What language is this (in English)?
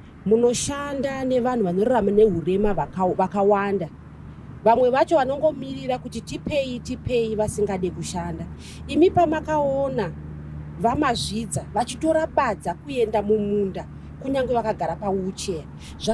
Shona